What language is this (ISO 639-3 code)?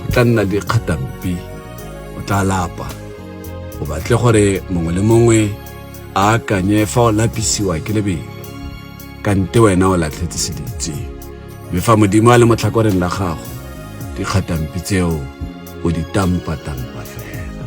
tsn